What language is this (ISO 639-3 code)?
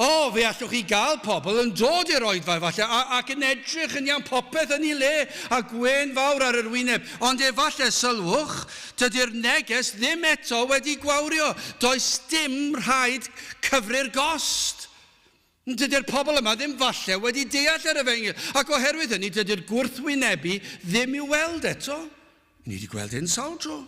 cym